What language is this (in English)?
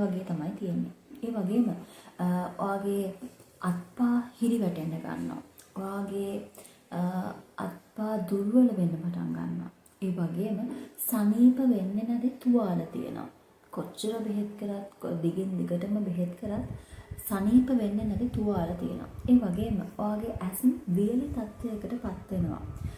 Sinhala